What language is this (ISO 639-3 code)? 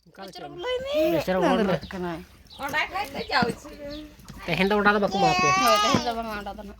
sat